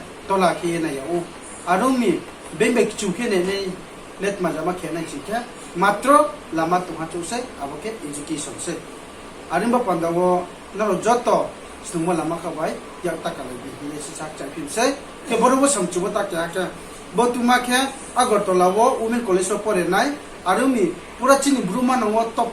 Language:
Riang (India)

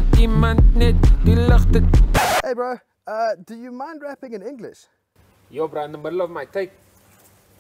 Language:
Afrikaans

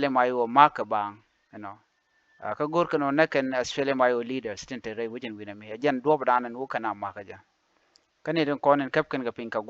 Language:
Nuer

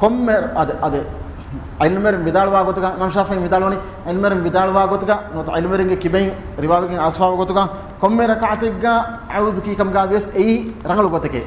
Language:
Divehi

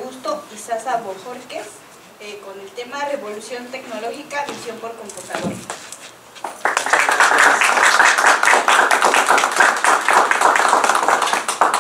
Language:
Spanish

